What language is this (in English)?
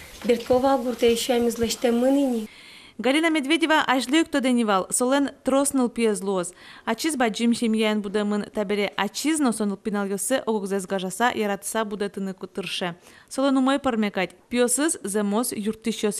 Udmurt